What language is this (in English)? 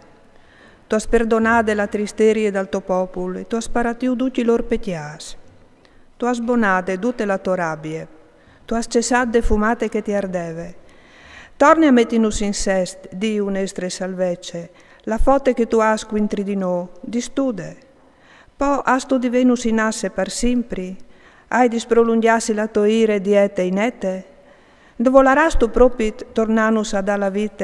Friulian